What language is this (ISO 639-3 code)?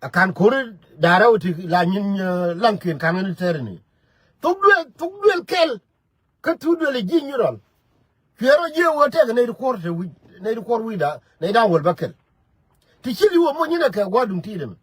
nus